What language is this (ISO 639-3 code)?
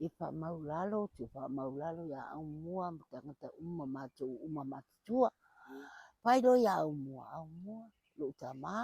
smo